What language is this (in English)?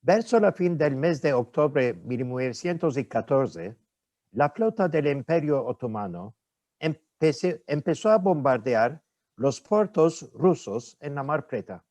Ladino